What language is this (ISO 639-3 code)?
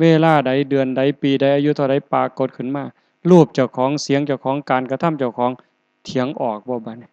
tts